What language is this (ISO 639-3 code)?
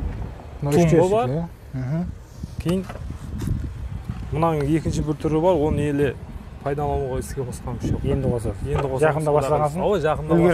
kaz